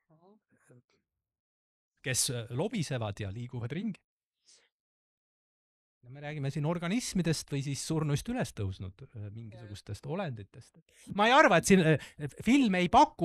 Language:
Estonian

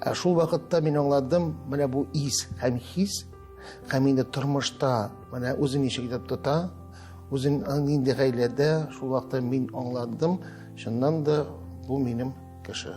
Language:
Tatar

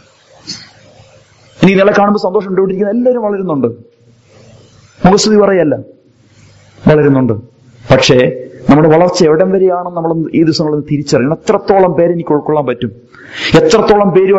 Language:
Malayalam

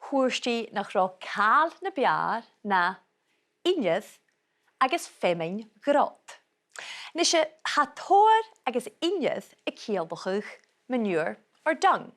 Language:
Scottish Gaelic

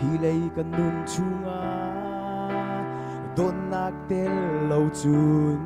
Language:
Falam Chin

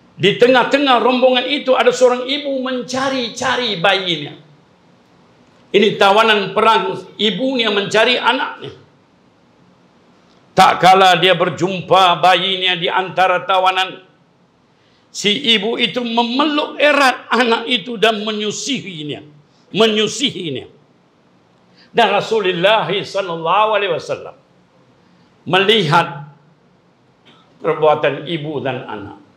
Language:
Malay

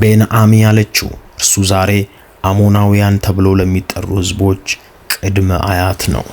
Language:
Amharic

